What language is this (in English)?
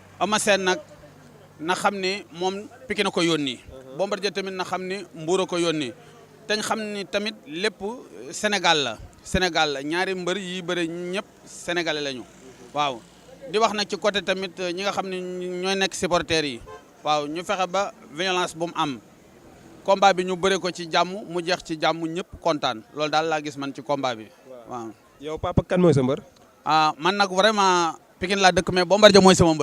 Wolof